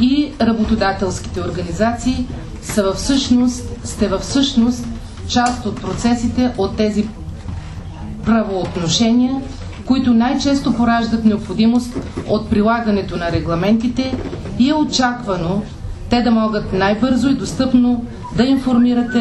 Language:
Bulgarian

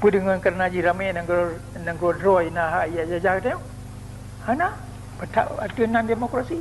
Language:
Achinese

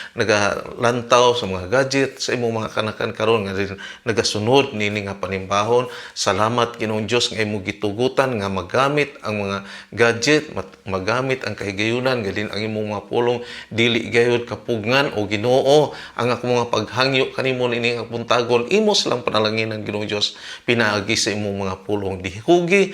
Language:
Cebuano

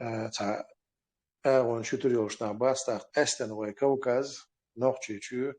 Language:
Chechen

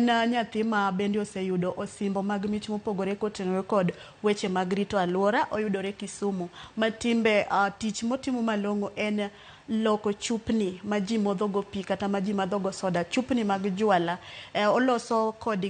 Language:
Luo (Kenya and Tanzania)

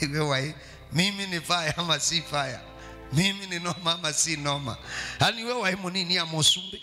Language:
Kamba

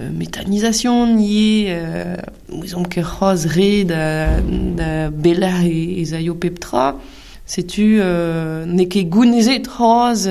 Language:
Breton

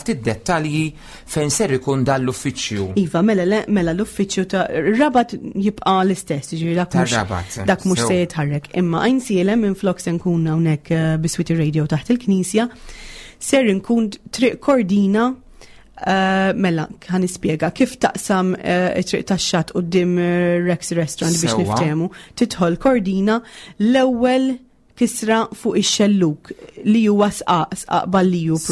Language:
Maltese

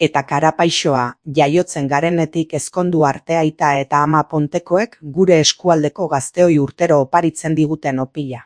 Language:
Basque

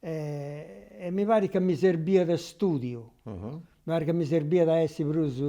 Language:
Sardinian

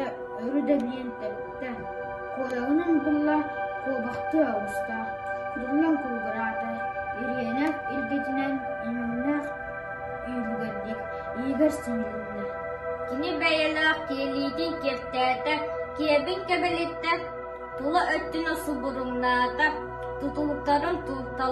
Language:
Yakut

